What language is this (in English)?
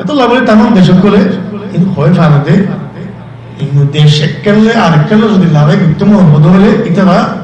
Rohingya